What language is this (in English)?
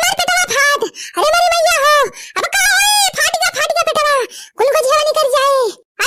Awadhi